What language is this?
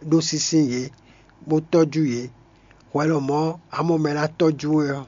Fon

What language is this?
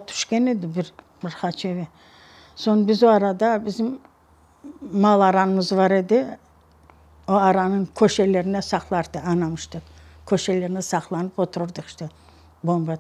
Crimean Tatar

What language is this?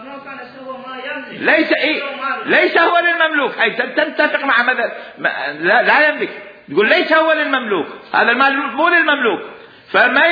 Mesopotamian Arabic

